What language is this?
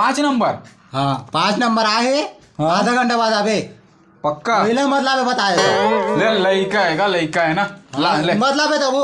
Chhattisgarhi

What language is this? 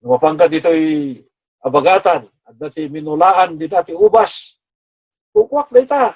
Iloko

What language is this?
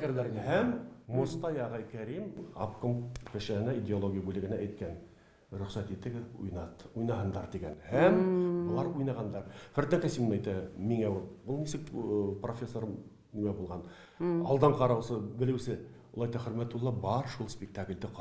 Bashkir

